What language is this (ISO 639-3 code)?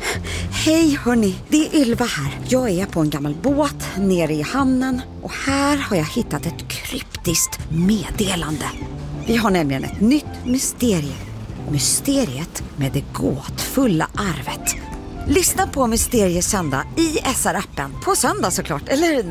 swe